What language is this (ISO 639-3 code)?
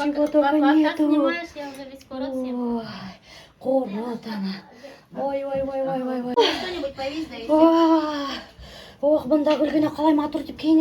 bak